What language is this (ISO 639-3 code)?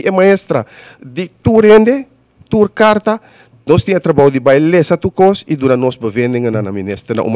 pap